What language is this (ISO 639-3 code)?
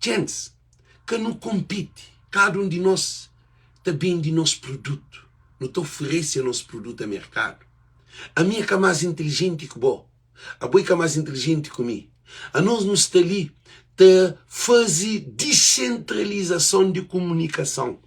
kea